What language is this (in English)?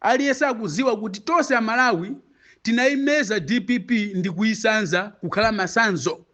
Nyanja